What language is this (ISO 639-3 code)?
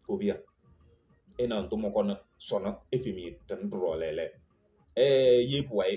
kbp